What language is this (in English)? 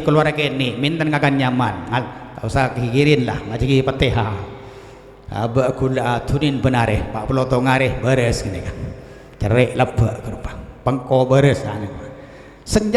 Madurese